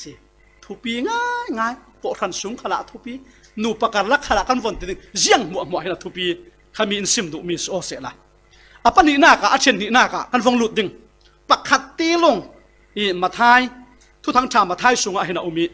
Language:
Falam Chin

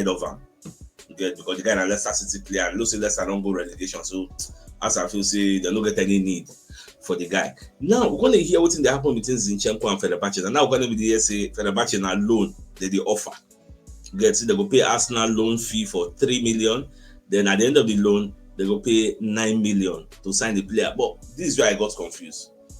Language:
Nigerian Pidgin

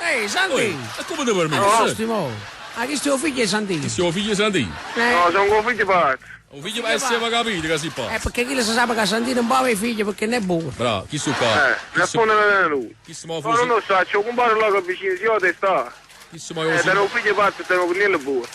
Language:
Neapolitan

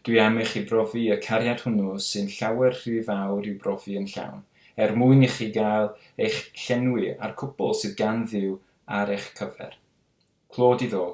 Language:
Welsh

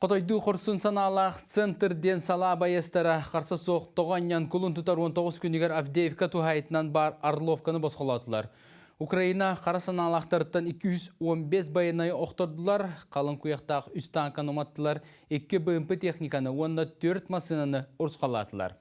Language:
Yakut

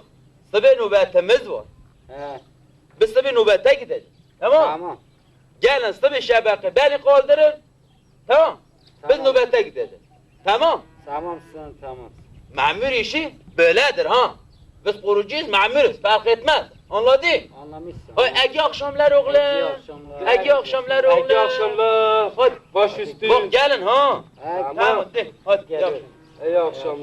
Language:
Kurdish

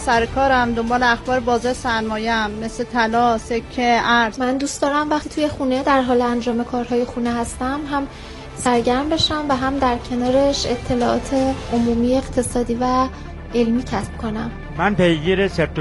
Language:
Persian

